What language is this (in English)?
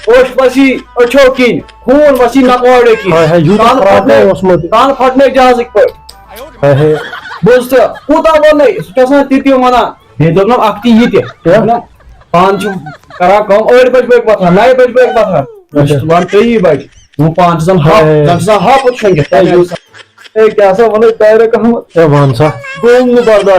Kashmiri